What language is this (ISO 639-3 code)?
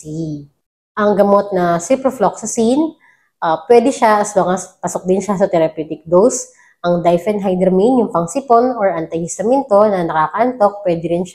fil